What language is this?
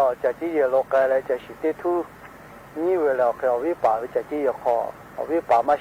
Lahu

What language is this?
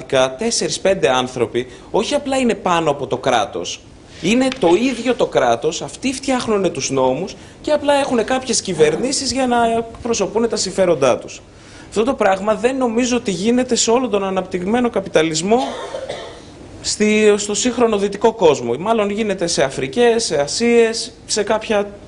Greek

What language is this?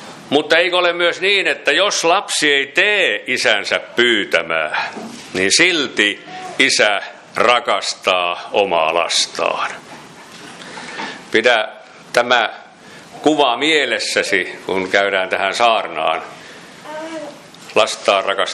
Finnish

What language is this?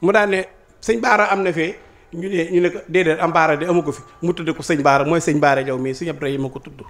Wolof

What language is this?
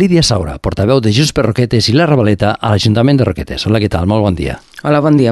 Catalan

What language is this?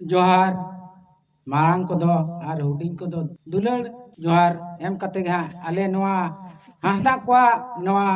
Santali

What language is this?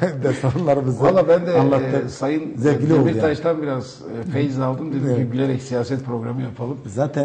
Turkish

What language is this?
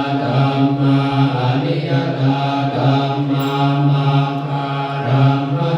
Pali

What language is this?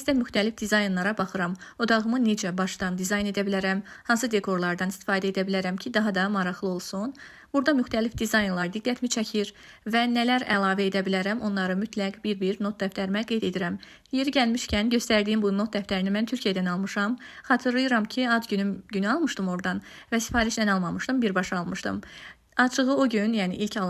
Azerbaijani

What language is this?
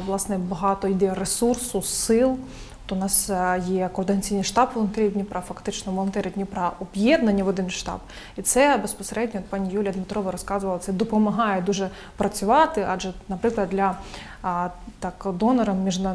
Ukrainian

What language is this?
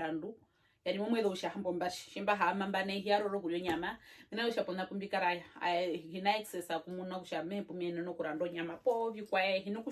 Herero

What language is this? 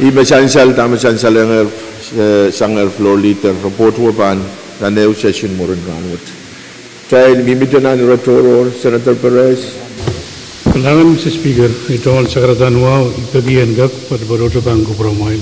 Pohnpeian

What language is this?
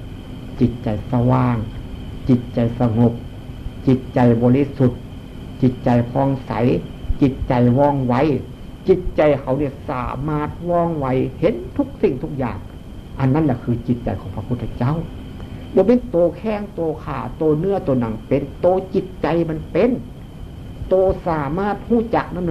Northeastern Thai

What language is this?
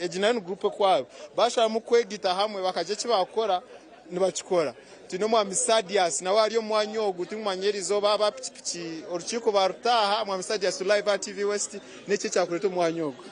Nyankole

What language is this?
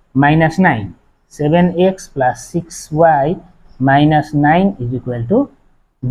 Assamese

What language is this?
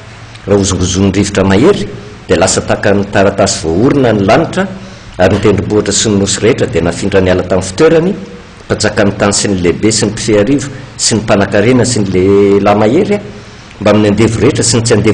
Malagasy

